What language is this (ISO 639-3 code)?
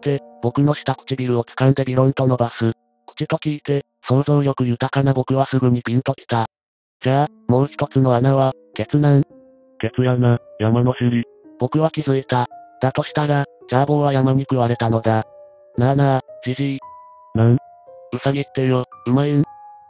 jpn